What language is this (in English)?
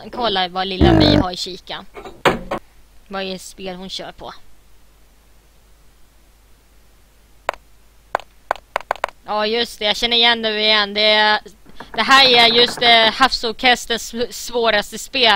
Swedish